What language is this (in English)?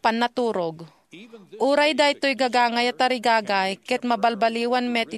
Iloko